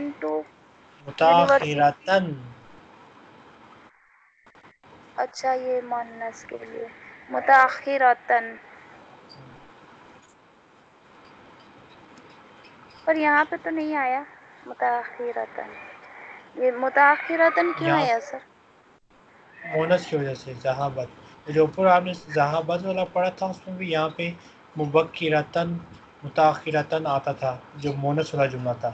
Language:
Urdu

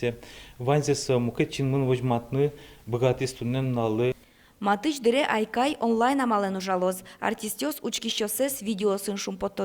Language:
Udmurt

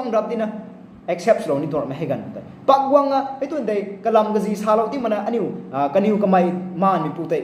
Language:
Rongmei Naga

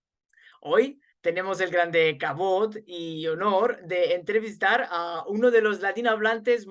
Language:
Ladino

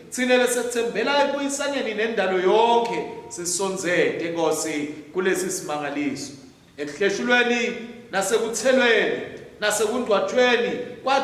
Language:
Swati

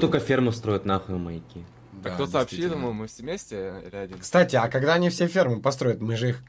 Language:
Russian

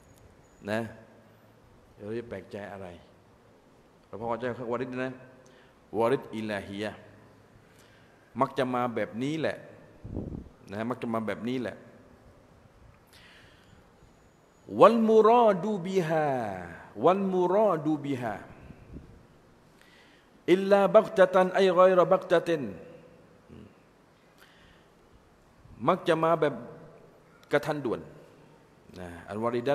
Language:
Thai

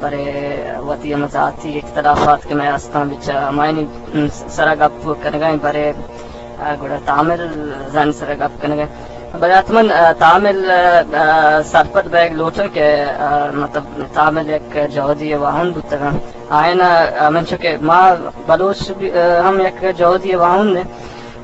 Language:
Eastern Balochi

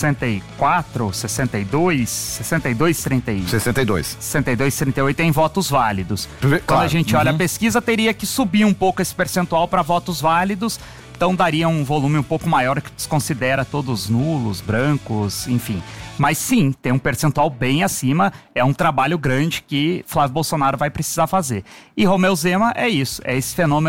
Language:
Portuguese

